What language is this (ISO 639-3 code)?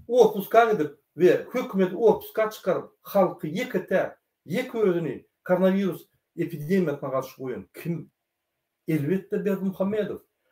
tuk